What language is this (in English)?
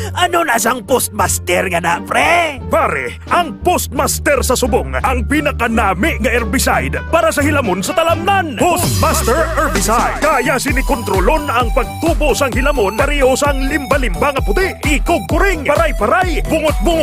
Hiligaynon